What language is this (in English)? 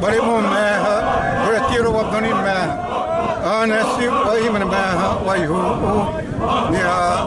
Xavánte